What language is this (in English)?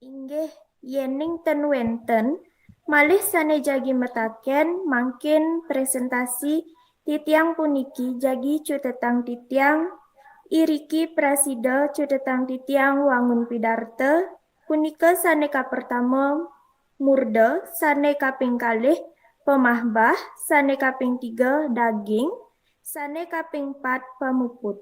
Balinese